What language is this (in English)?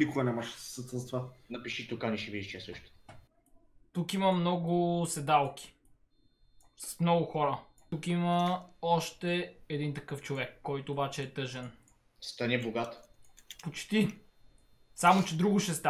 Bulgarian